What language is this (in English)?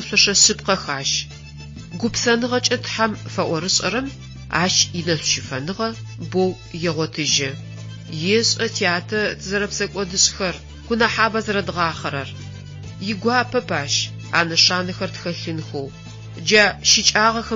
Adyghe